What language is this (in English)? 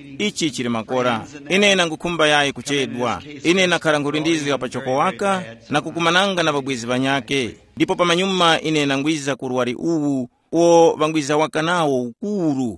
Tumbuka